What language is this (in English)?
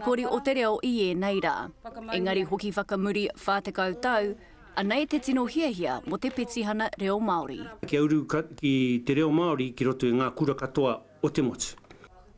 Māori